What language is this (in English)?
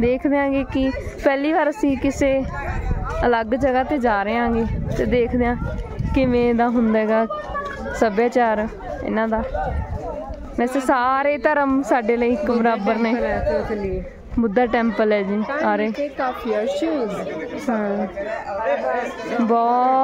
Punjabi